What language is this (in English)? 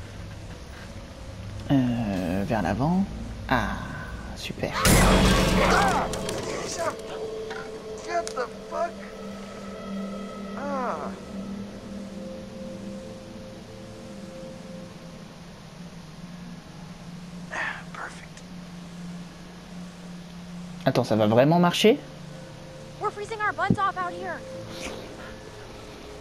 French